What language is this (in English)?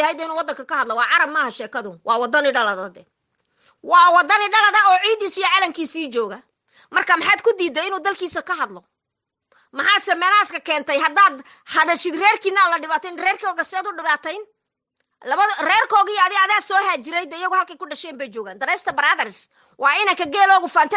Somali